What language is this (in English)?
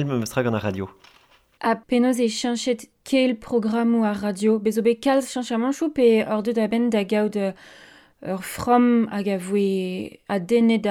Breton